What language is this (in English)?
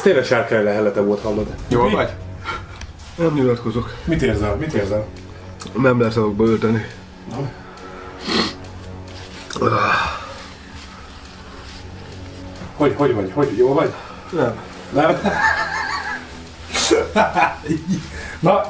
Hungarian